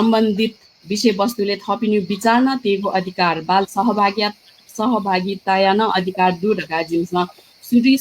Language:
Newari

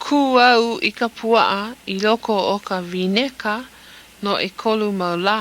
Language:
Hawaiian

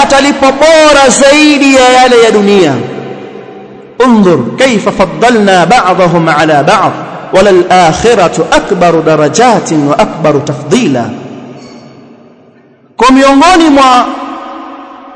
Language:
Swahili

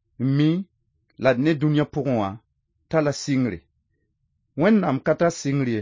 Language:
Mossi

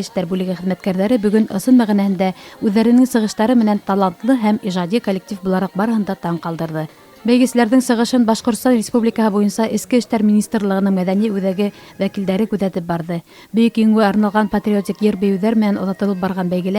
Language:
Bashkir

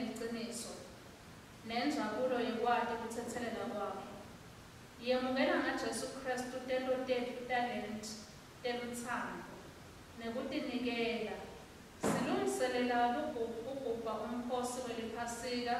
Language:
Swati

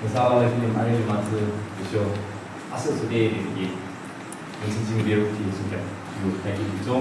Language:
Yimchungru Naga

